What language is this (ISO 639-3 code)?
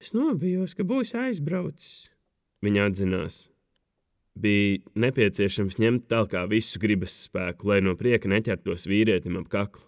lav